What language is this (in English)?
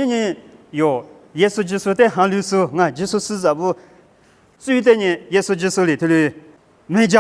Lisu